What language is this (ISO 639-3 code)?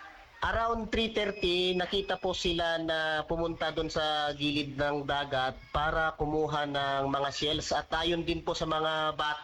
fil